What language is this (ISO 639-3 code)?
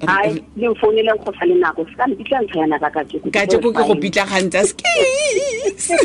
tsn